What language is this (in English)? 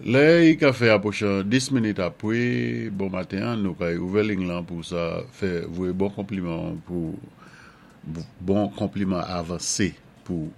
Saint Lucian Creole French